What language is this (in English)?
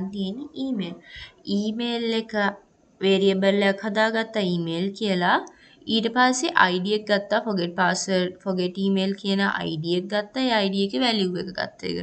Sinhala